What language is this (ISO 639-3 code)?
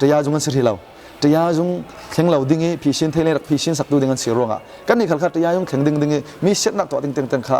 cfm